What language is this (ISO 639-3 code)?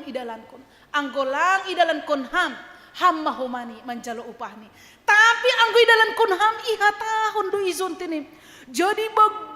bts